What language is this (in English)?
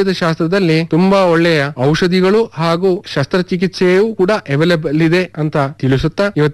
Kannada